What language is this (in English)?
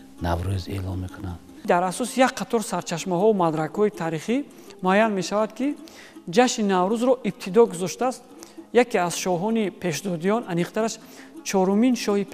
Tajik